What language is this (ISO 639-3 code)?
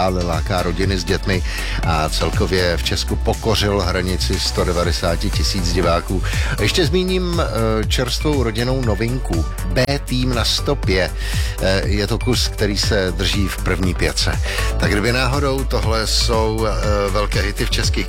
ces